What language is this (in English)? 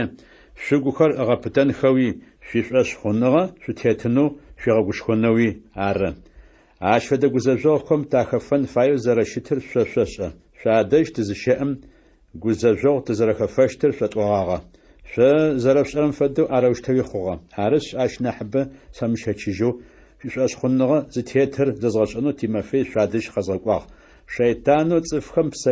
Adyghe